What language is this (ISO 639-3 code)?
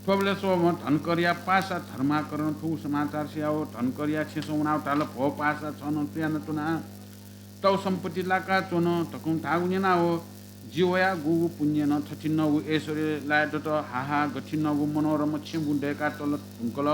new